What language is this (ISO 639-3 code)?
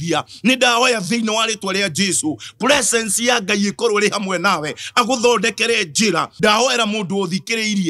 kik